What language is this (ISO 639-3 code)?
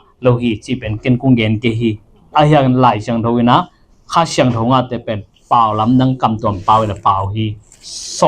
ctd